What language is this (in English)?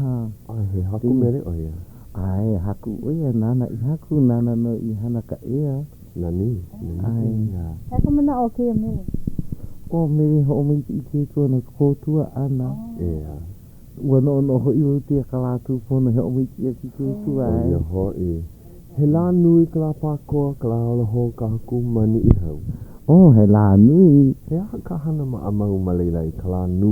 Hawaiian